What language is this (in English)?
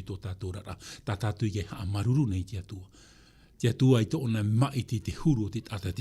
Tahitian